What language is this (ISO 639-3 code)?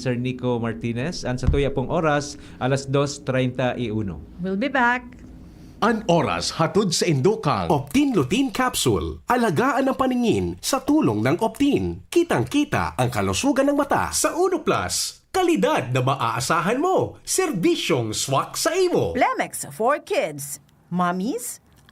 bik